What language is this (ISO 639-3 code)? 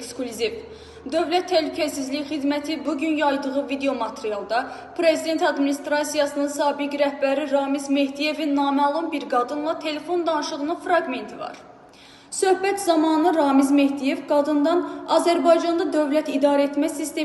aze